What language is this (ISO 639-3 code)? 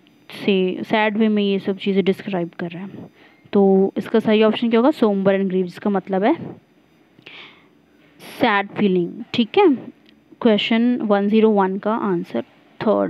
hin